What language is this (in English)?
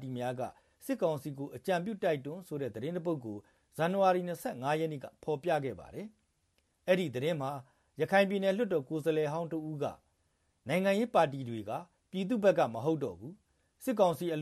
Burmese